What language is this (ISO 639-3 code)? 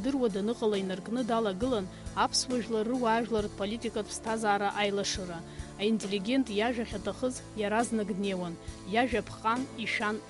abk